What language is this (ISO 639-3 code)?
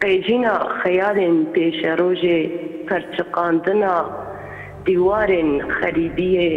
kur